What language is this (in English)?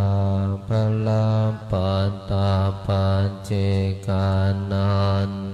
Pali